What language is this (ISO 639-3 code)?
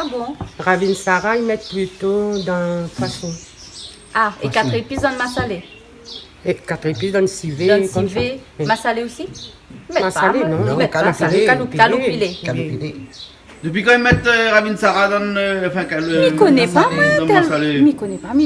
rcf